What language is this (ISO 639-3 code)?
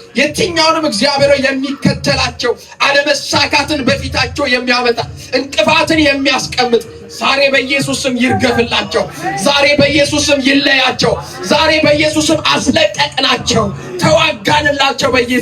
amh